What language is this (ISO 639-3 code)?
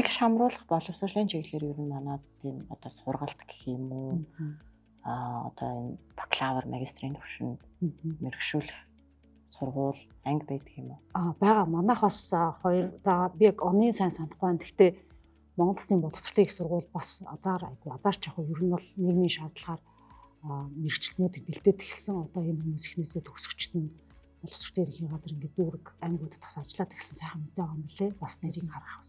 mon